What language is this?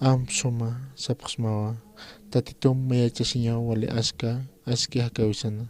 Aymara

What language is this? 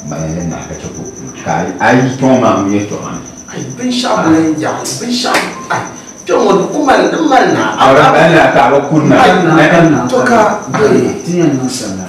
Dagbani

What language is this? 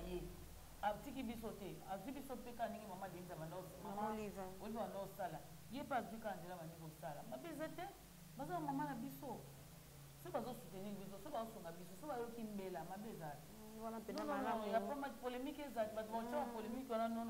Lingala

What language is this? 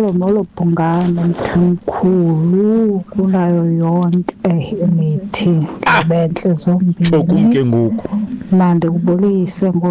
Xhosa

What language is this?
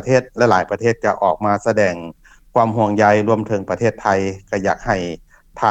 Lao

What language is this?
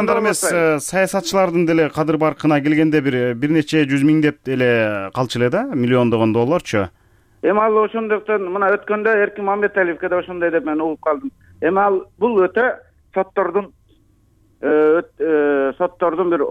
Kyrgyz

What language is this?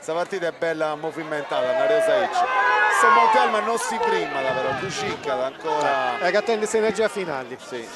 Sardinian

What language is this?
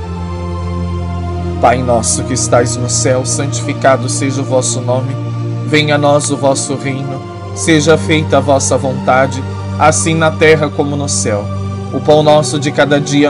Portuguese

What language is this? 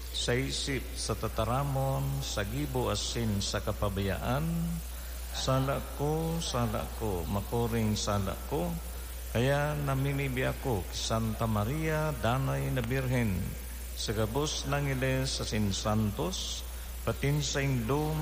Bikol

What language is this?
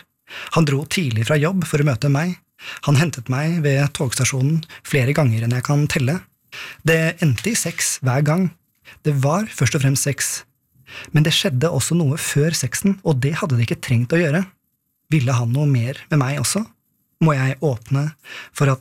Norwegian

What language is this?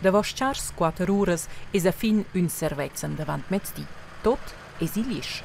Romansh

